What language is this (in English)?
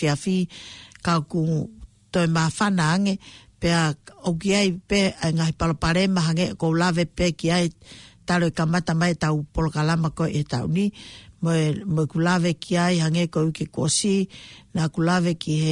Tongan